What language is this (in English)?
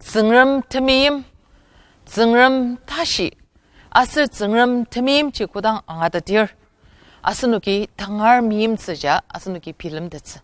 Ao Naga